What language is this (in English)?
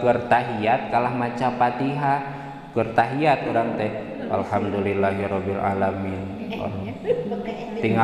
Sundanese